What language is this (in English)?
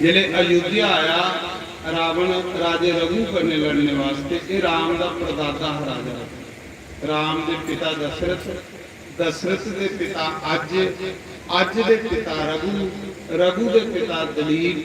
Dogri